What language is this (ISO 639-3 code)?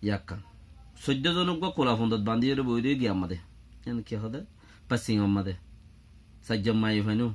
rhg